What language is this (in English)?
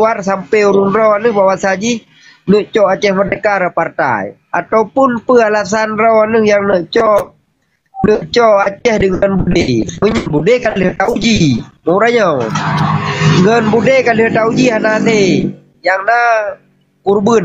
Achinese